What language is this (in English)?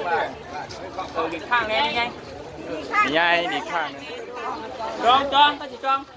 Lao